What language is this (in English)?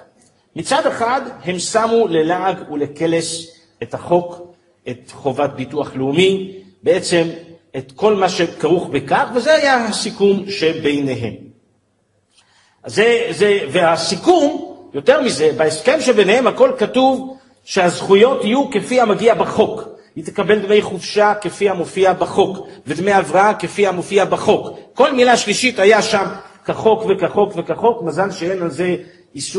Hebrew